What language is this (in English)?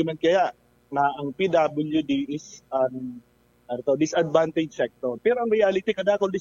Bikol